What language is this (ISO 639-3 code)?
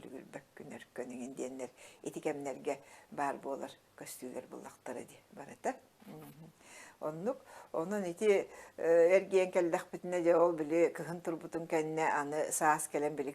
sah